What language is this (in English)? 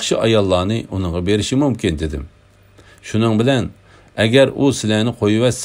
Uyghur